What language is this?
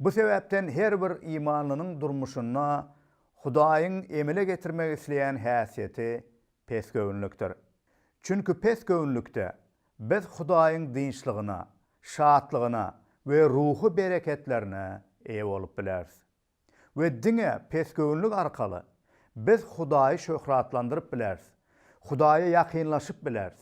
Turkmen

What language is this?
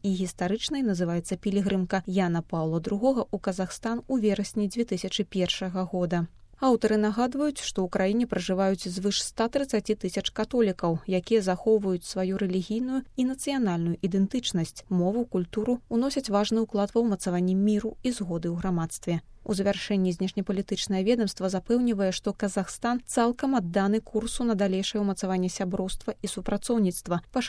Belarusian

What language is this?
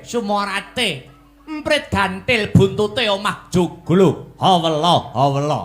Javanese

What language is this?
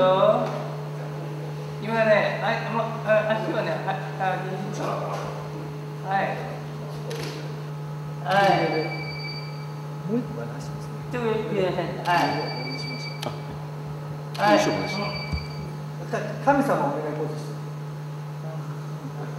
Japanese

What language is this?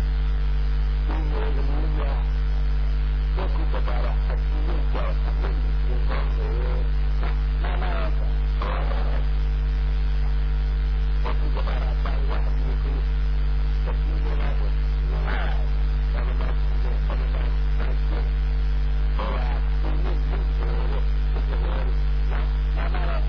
Burmese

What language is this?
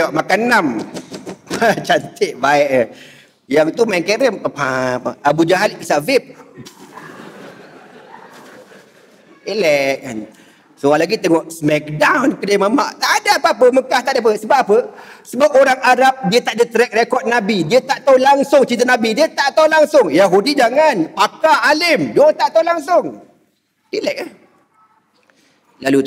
Malay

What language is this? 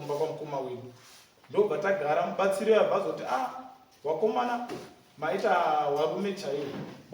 Shona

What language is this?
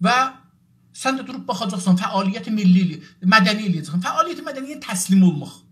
South Azerbaijani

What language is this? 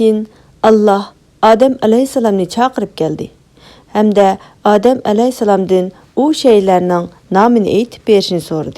Uyghur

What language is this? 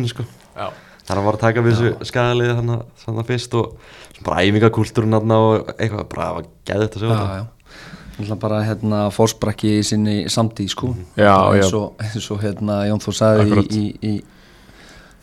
Icelandic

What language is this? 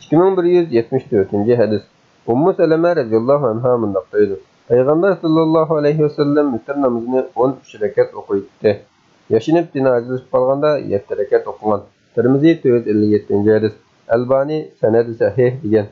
Uyghur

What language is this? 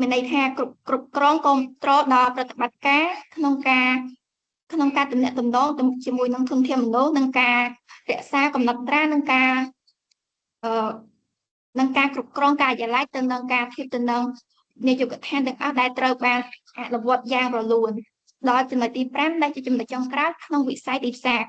Khmer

